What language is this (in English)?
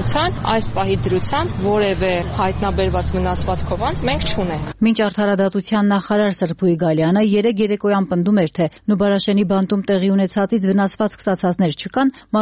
Armenian